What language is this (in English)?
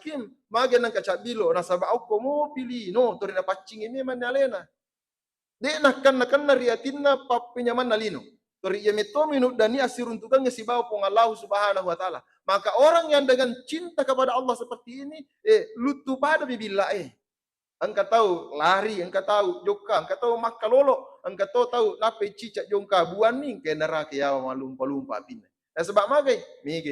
Buginese